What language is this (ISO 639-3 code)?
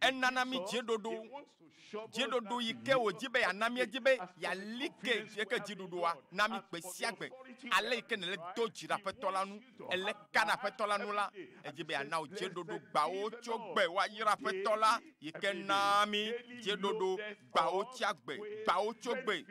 ewe